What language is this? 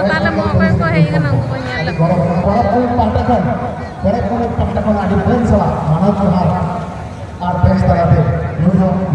Santali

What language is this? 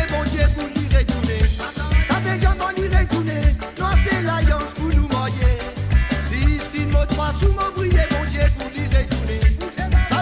Morisyen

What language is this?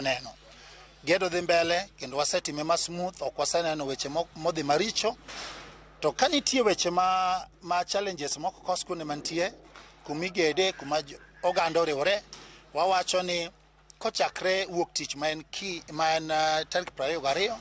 Luo (Kenya and Tanzania)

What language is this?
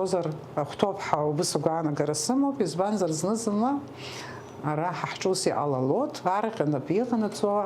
Abkhazian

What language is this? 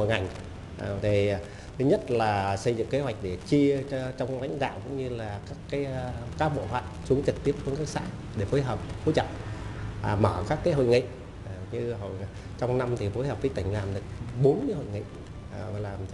Vietnamese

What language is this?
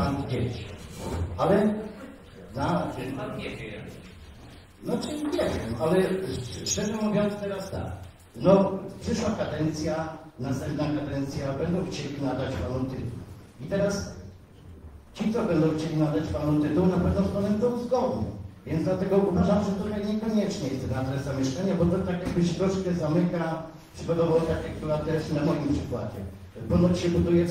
Polish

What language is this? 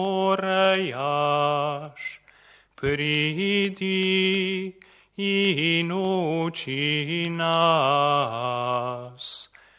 Slovenian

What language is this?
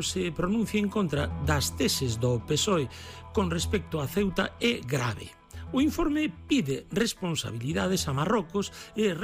Galician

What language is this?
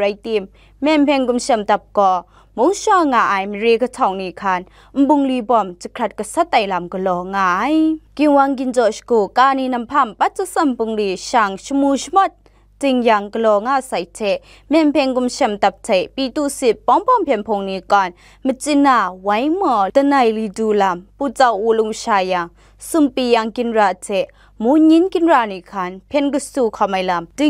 Kachin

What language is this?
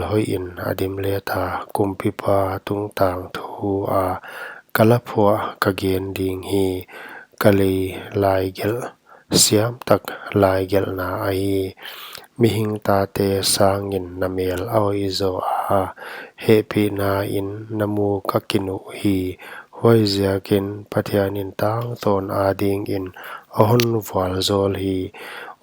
Paite Chin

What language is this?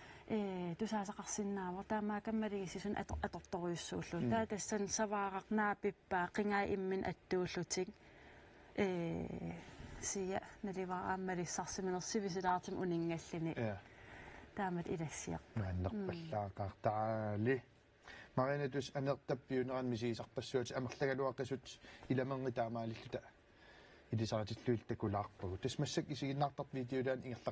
Kalaallisut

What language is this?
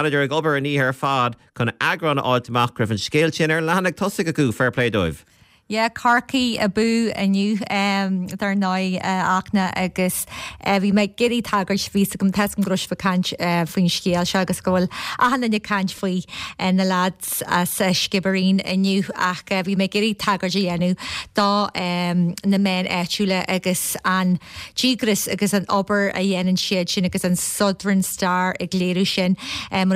Irish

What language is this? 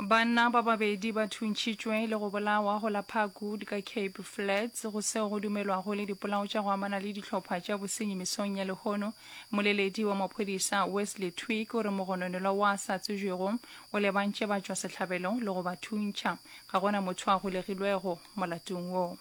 Northern Sotho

